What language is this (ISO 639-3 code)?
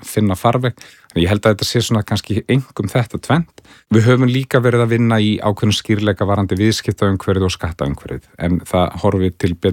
isl